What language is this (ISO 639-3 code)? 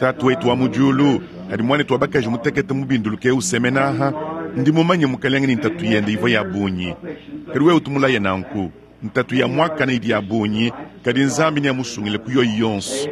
lua